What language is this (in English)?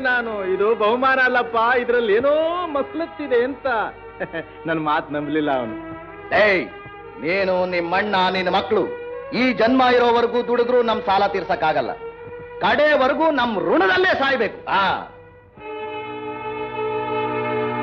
Kannada